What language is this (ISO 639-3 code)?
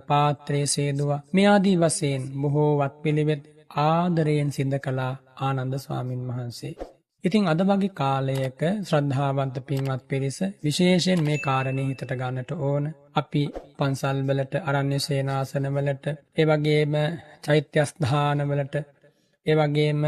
sin